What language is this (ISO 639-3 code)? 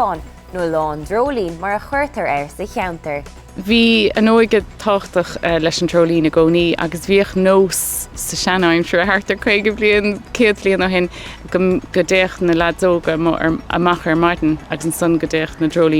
gle